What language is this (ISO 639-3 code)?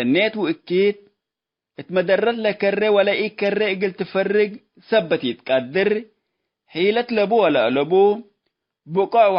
tig